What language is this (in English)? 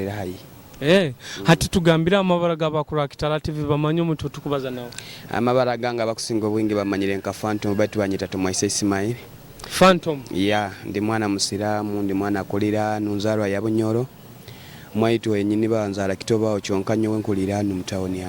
Nyoro